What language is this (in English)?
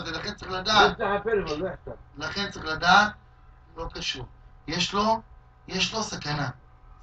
Hebrew